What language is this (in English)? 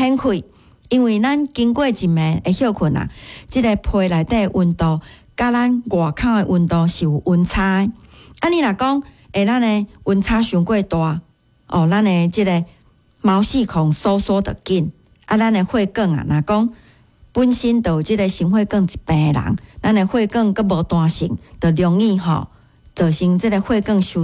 Min Nan Chinese